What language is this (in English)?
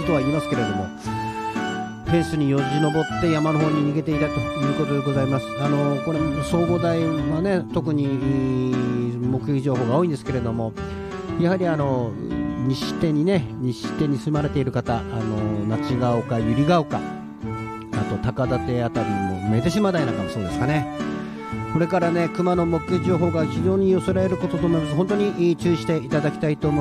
Japanese